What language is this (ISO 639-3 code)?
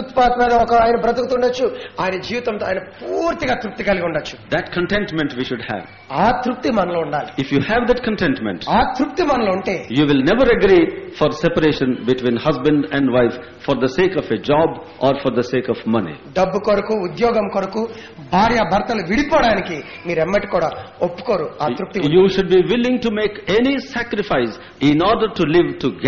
tel